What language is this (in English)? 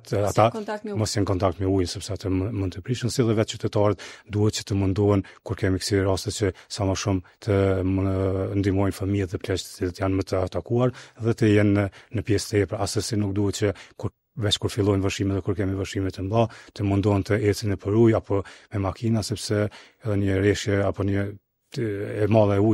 Albanian